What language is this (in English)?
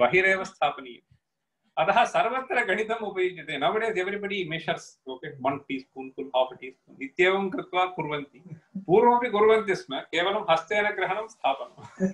Sanskrit